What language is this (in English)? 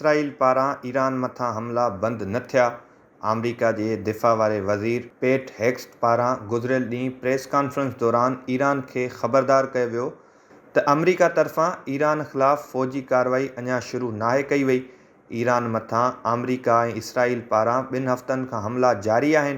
Sindhi